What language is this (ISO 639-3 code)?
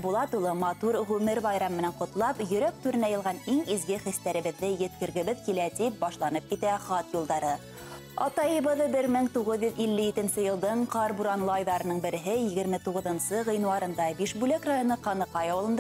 bak